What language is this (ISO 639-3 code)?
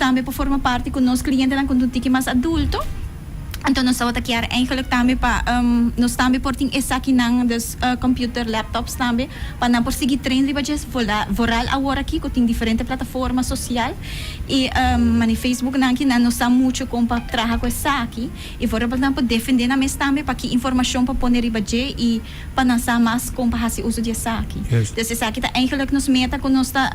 pap